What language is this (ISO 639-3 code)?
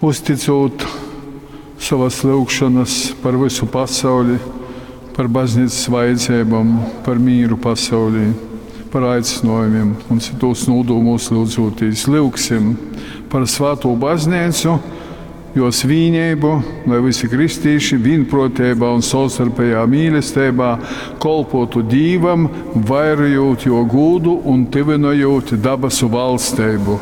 ltg